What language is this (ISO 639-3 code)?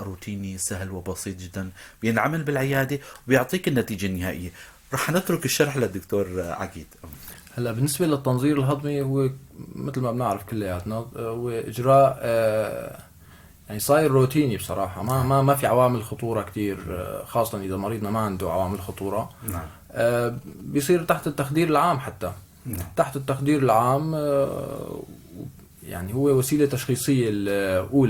apc